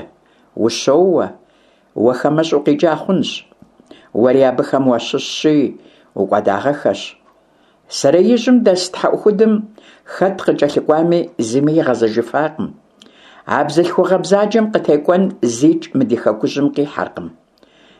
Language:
Kabardian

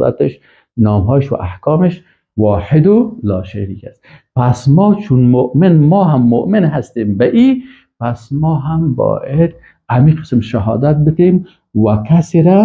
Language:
Persian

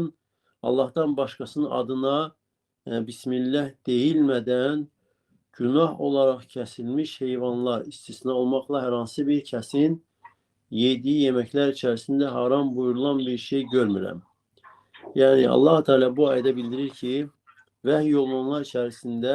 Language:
Azerbaijani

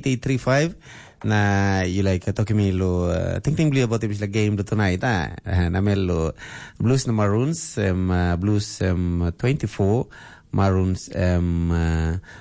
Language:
Tok Pisin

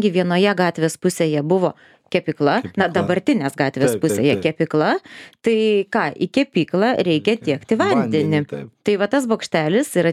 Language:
Lithuanian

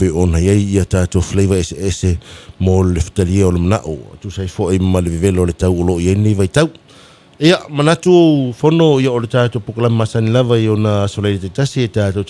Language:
Samoan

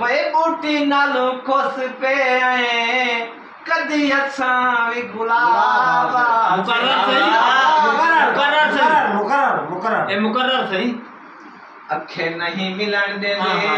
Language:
Saraiki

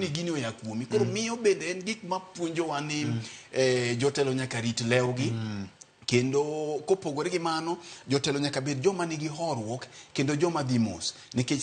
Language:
Luo (Kenya and Tanzania)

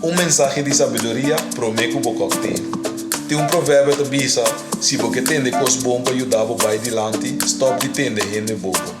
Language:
Papiamento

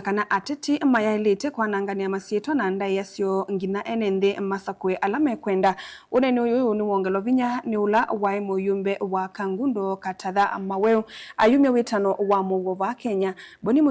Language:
Kamba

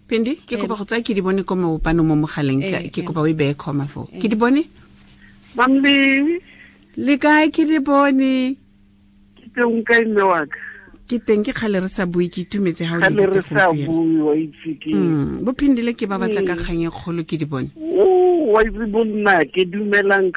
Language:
Tswana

